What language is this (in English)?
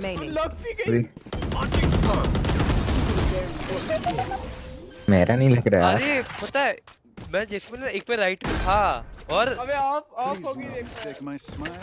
Hindi